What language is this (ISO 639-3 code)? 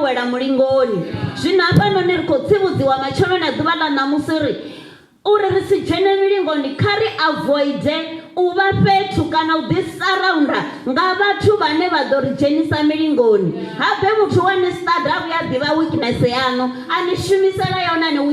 ven